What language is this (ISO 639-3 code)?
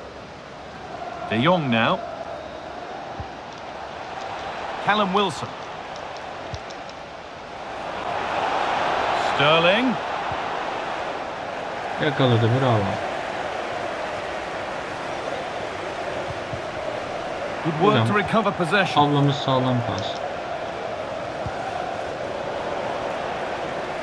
tur